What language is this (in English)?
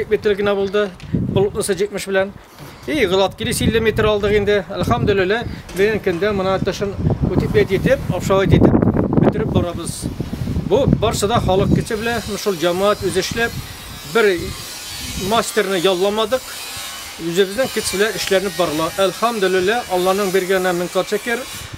Tatar